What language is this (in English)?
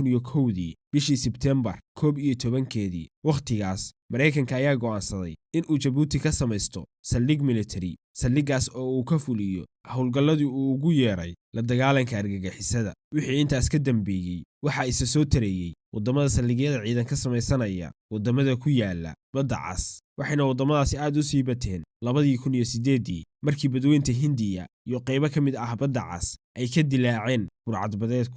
Somali